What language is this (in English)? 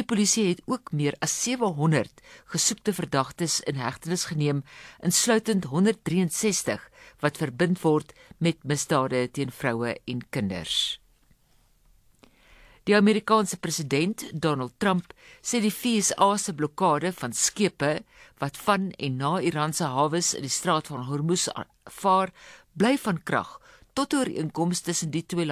Afrikaans